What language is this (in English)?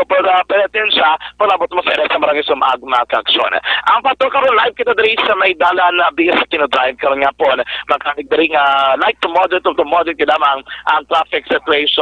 Hiligaynon